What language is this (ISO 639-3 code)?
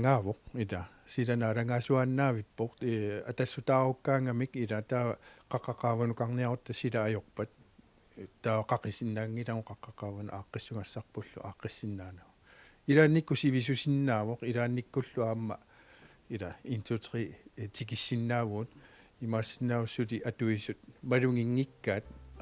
kal